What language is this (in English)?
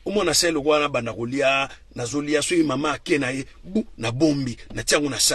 Lingala